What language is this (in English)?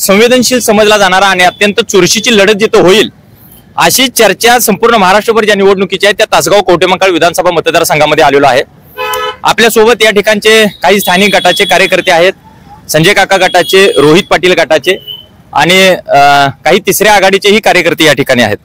Marathi